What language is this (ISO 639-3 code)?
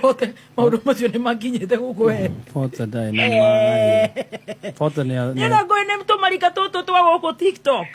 kik